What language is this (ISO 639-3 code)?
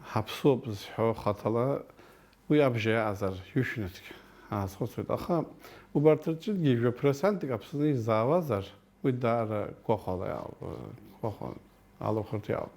abk